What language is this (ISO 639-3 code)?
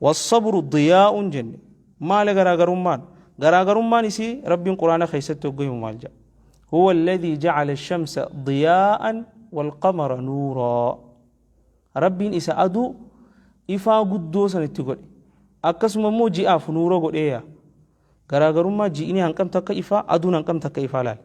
orm